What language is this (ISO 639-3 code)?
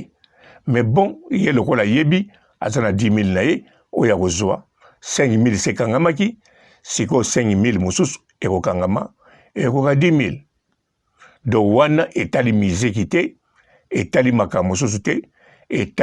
lin